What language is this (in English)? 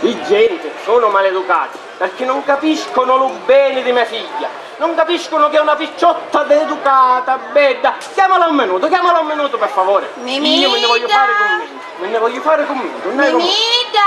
Sicilian